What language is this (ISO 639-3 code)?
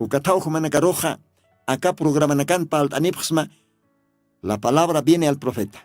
aym